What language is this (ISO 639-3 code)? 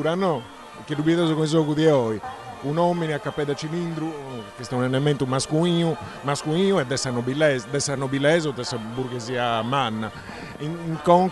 srd